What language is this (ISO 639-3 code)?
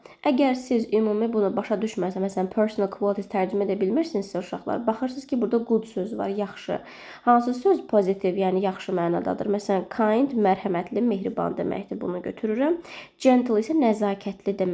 aze